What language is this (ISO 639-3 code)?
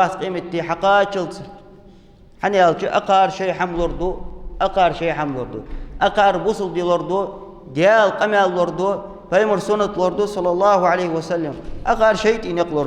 inh